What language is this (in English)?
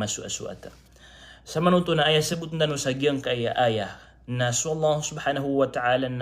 Maranao